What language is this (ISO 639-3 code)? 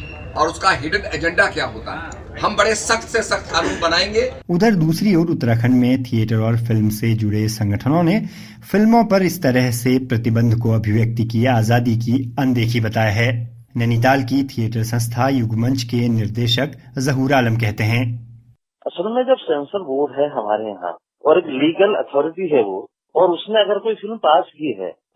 hin